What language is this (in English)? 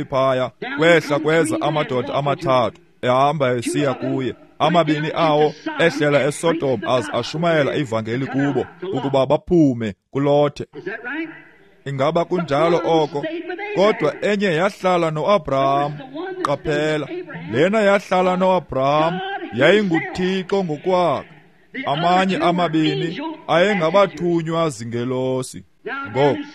Xhosa